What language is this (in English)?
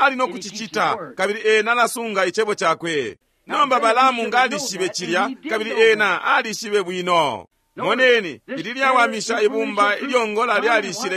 Bemba